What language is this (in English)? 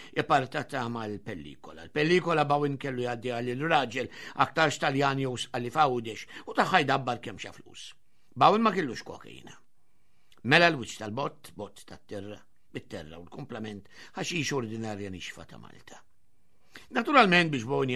Maltese